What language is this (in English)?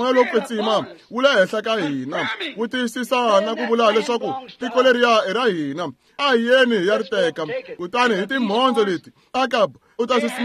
Tsonga